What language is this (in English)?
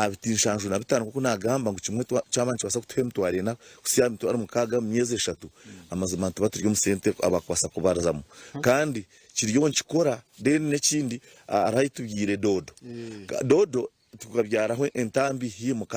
Nyankole